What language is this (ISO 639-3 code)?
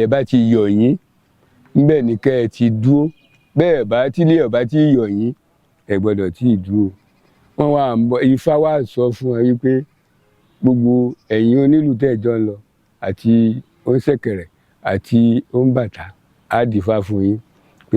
yor